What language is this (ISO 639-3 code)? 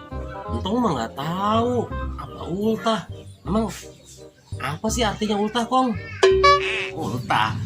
bew